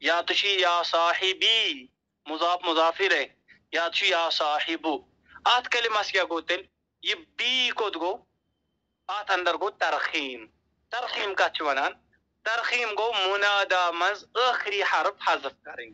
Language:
Kashmiri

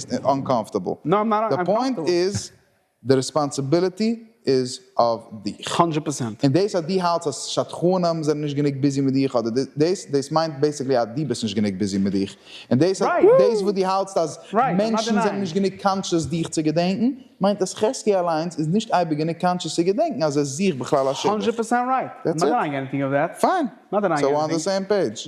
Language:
Yiddish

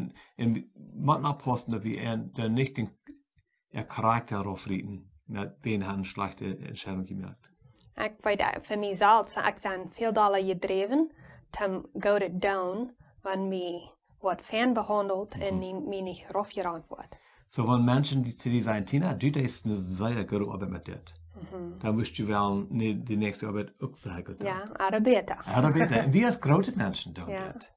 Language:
Plautdietsch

